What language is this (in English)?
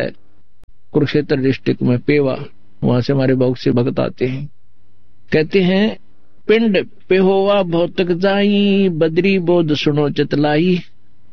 Hindi